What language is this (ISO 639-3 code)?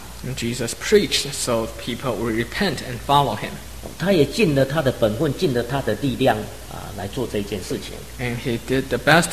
zho